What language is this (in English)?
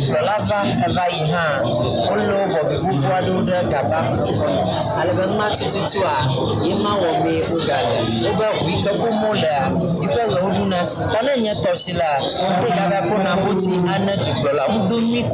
Ewe